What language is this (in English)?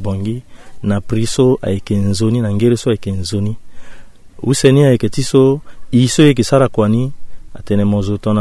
Sango